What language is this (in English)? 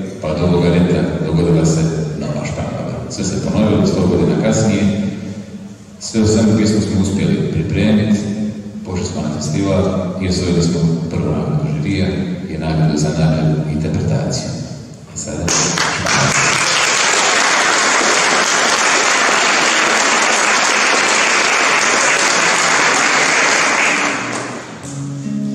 Croatian